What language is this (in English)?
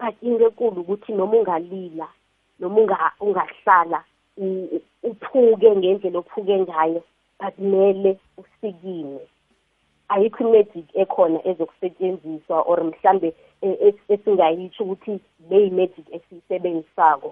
South Ndebele